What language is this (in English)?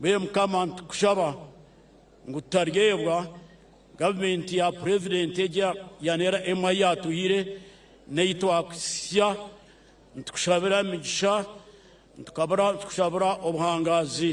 Nyankole